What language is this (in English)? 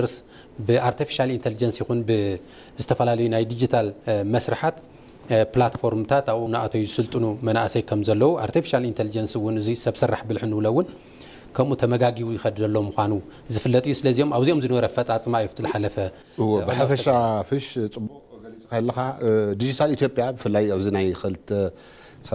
Tigrinya